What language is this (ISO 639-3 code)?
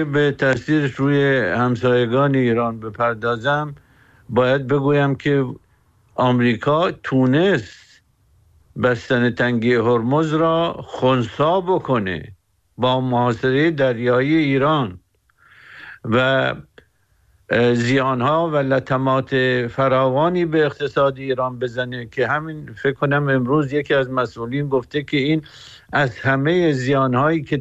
fas